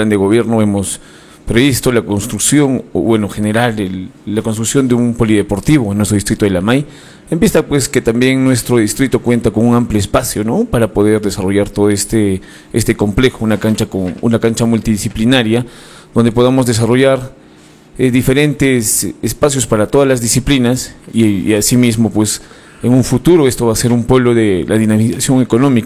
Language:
Spanish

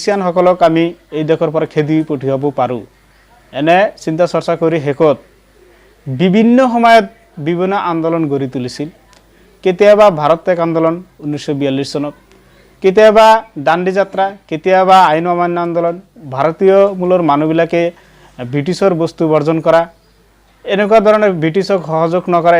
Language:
Assamese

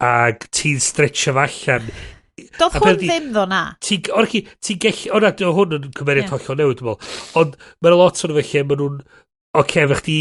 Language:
Welsh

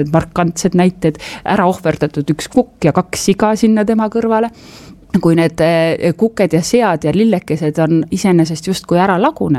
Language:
Estonian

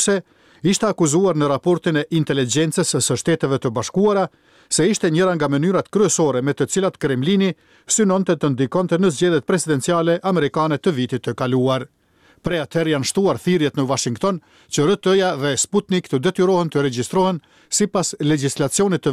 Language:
Albanian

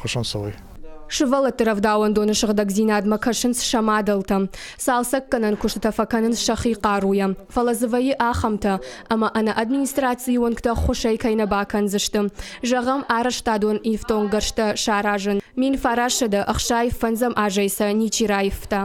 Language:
Ossetic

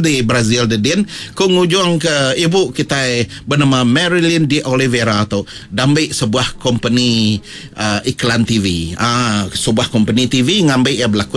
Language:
Iban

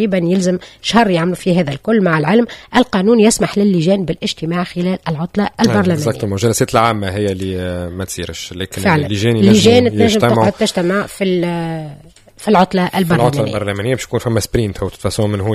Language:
Tunisian Arabic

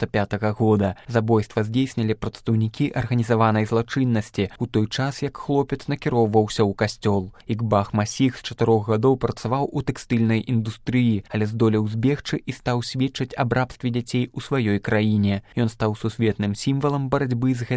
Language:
Belarusian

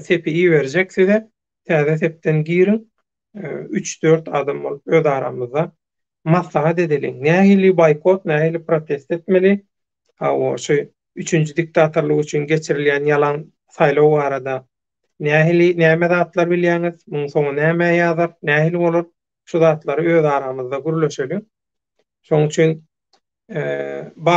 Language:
Turkmen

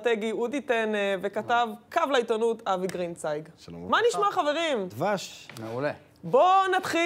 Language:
Hebrew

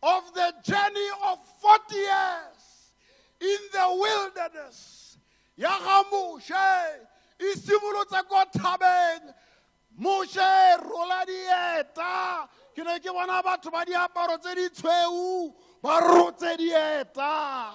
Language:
Tswana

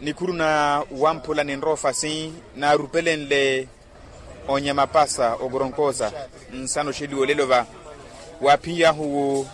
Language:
Makhuwa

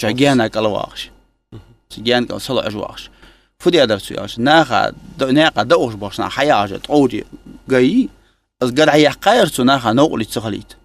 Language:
Ingush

